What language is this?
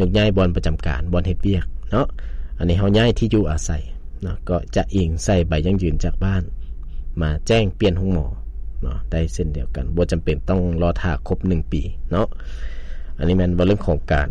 Lao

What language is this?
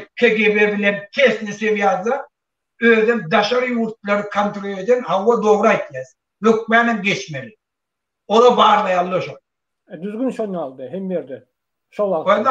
Turkmen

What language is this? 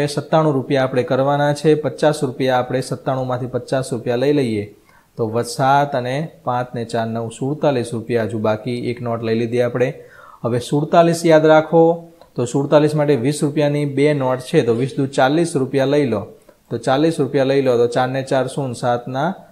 Gujarati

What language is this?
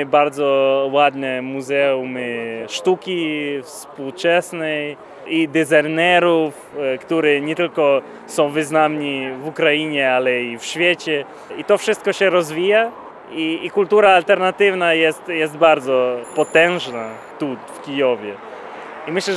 Polish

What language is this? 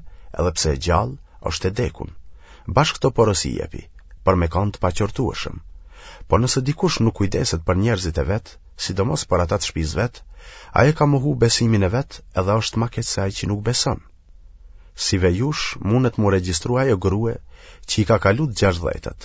Albanian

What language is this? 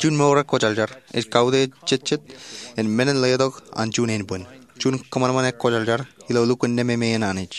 Marshallese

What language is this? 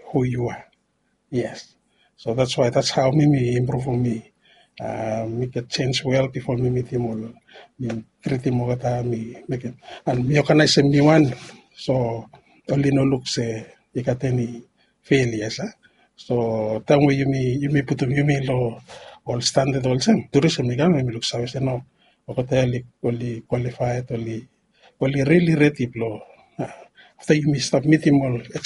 Bislama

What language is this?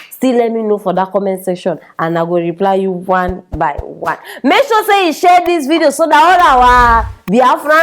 Nigerian Pidgin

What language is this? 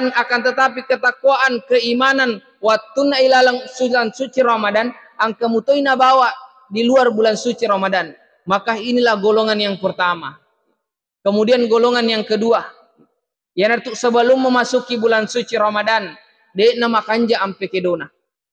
Buginese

